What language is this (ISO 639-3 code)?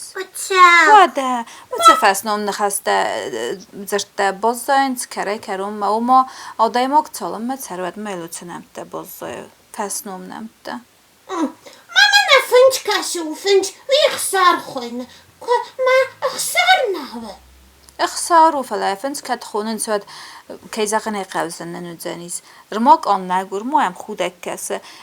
oss